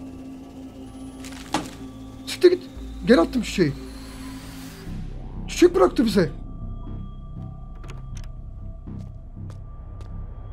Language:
Turkish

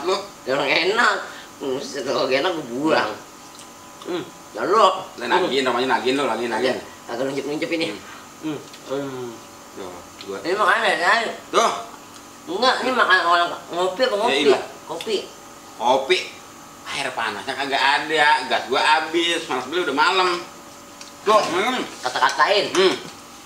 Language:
Betawi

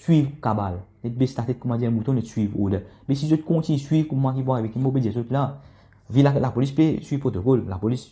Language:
Morisyen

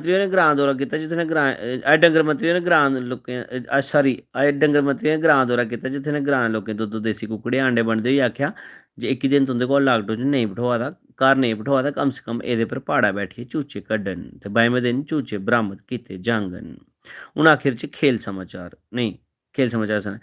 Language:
Dogri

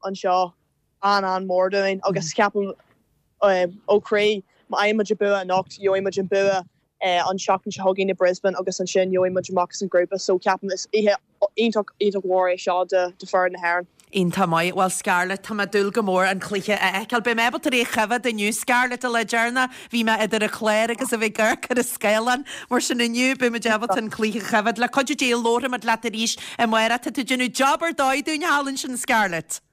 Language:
Irish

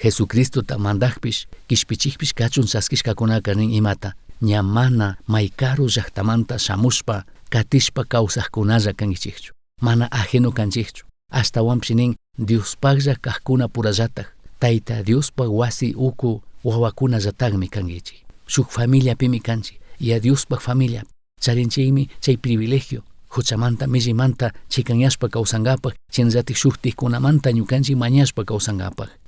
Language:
Chimborazo Highland Quichua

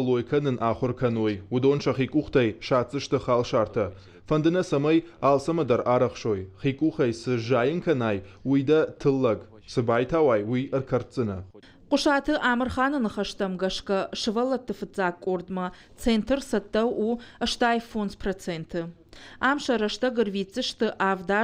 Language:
Ossetic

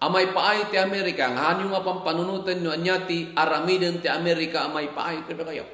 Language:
Iloko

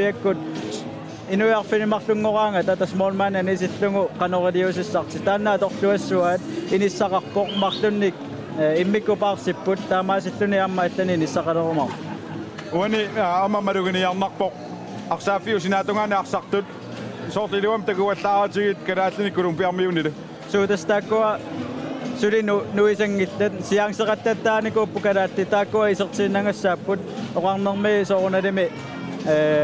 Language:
Kalaallisut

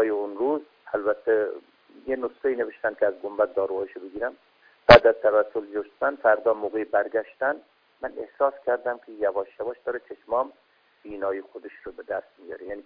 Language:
Persian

